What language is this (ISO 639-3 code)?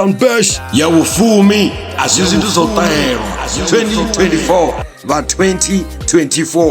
ven